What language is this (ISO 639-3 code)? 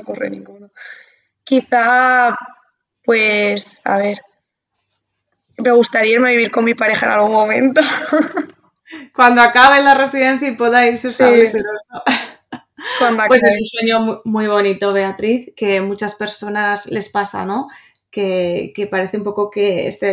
spa